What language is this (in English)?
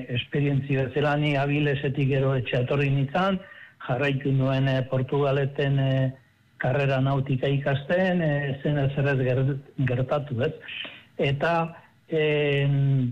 Basque